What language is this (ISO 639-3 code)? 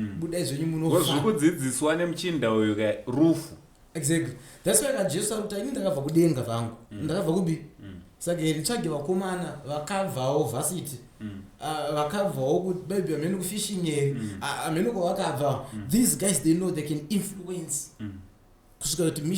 sna